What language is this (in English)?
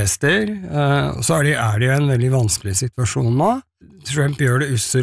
Norwegian